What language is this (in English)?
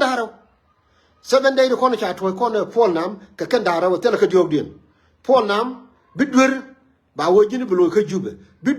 Nuer